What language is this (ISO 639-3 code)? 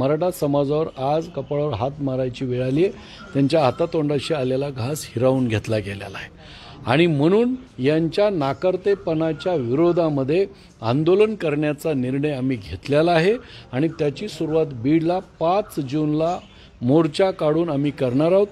mar